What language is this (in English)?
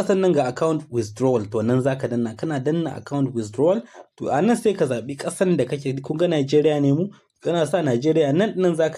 Hausa